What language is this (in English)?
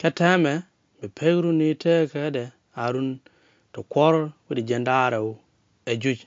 Nuer